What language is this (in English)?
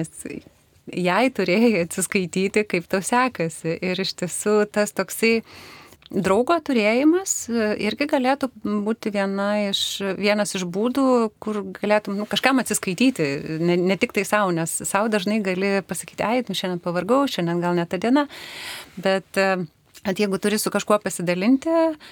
Lithuanian